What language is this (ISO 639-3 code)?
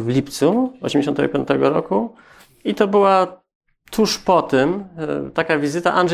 pol